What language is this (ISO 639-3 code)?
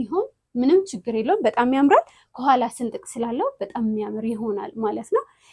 amh